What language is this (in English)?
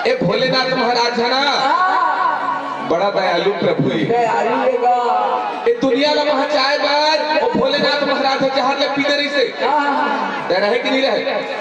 Chhattisgarhi